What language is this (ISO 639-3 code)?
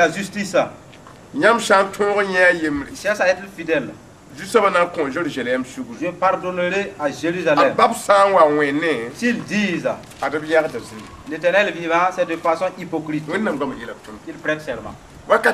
mos